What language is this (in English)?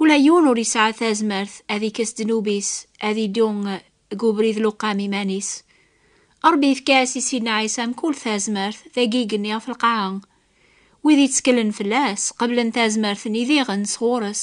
Kabyle